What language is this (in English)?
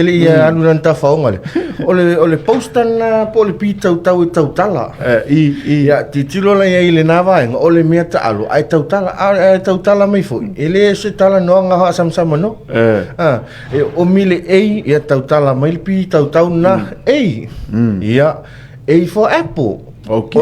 Samoan